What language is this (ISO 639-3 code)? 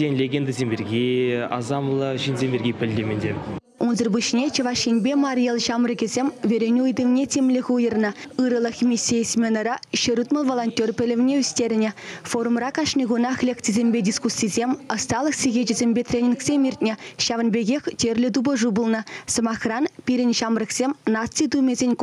chv